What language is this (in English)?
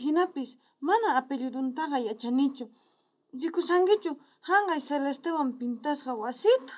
South Bolivian Quechua